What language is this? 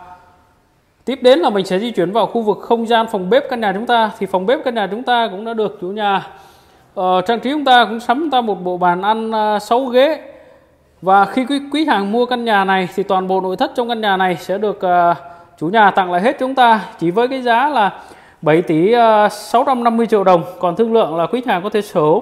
Vietnamese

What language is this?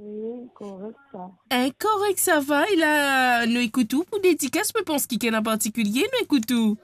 Morisyen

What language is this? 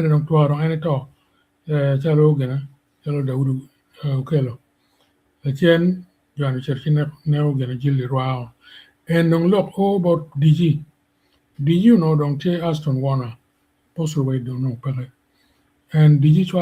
Acoli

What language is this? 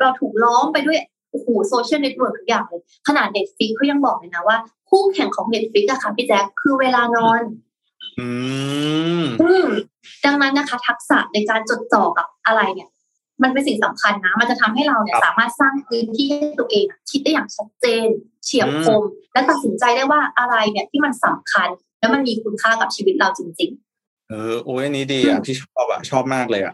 Thai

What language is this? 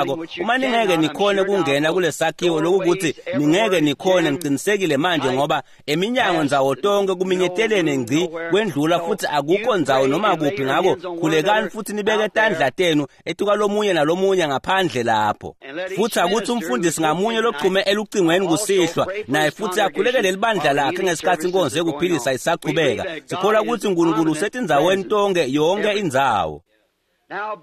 Swati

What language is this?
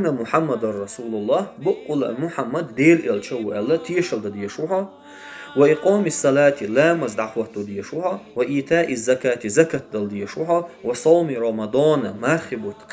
Chechen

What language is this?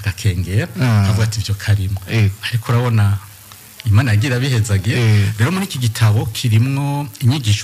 Rundi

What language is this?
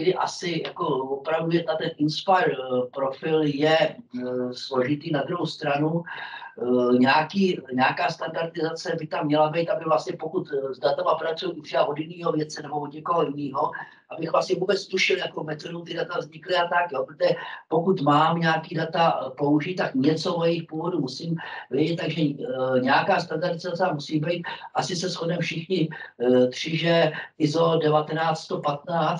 Czech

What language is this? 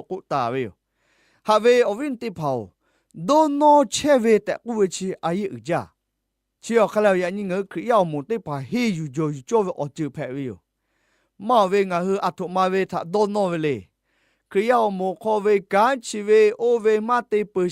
Lahu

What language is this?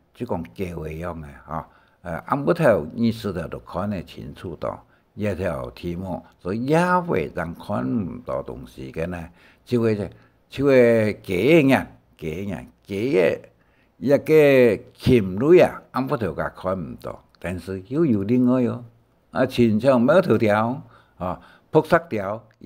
Hakka Chinese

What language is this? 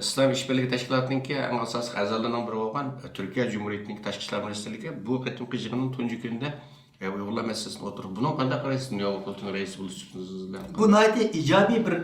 Uyghur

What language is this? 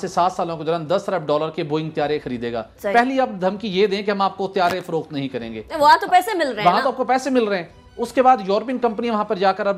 Urdu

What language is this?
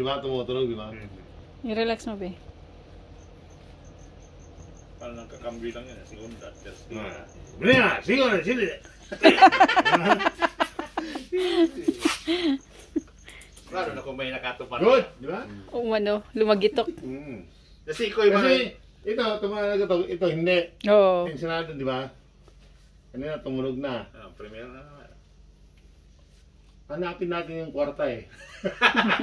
Filipino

